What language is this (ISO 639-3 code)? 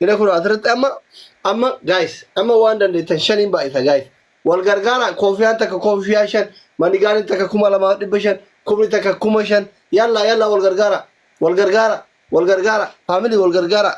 orm